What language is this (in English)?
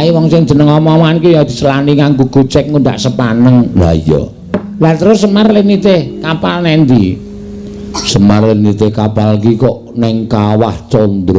Javanese